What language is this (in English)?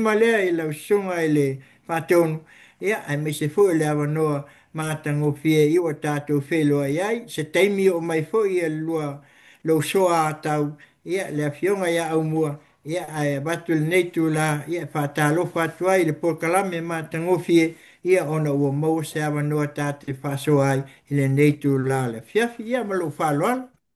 Samoan